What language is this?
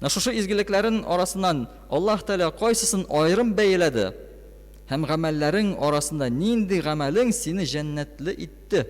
Tatar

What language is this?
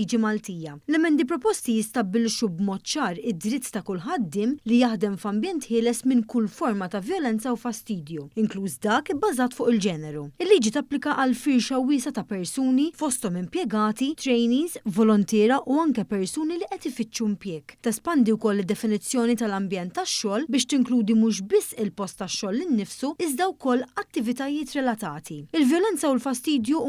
Maltese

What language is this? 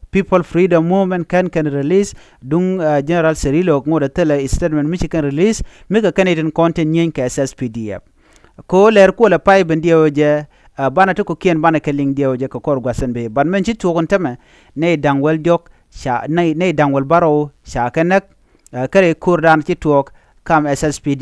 Nuer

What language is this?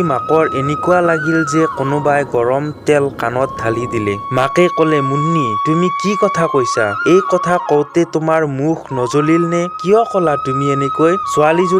Assamese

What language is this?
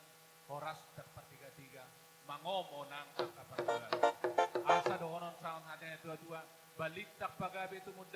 Batak Toba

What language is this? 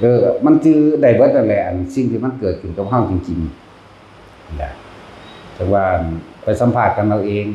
Northeastern Thai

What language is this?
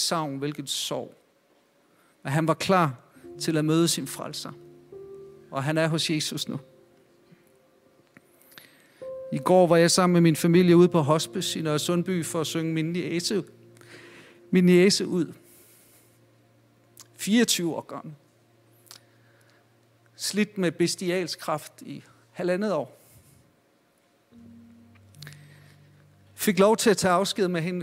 Danish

